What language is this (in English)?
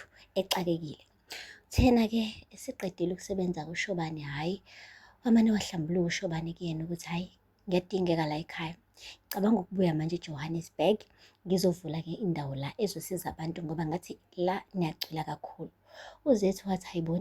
Zulu